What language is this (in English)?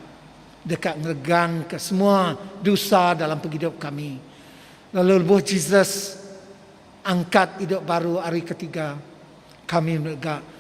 Iban